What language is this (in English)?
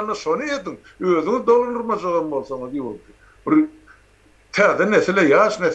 Turkmen